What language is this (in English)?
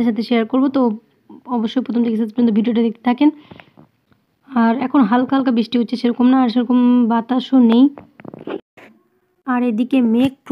Bangla